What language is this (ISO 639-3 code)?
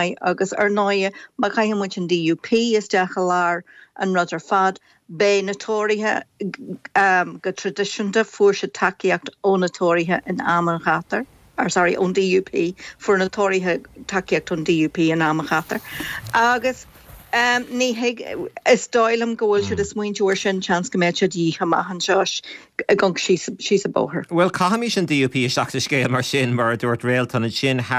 gle